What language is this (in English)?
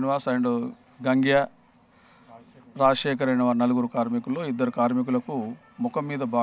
Telugu